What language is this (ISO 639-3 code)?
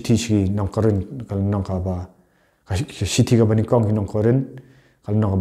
kha